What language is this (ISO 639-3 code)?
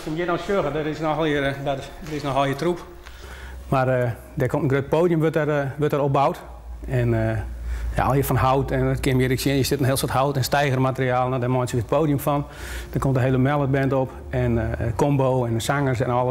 fry